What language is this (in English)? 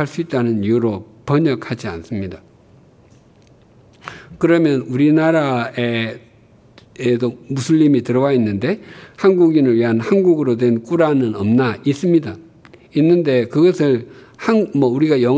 Korean